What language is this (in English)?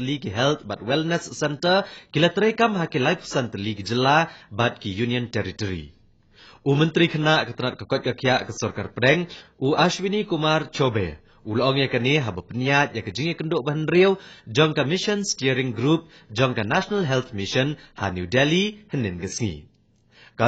Khasi